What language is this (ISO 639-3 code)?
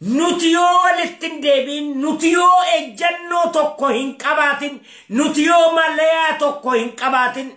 orm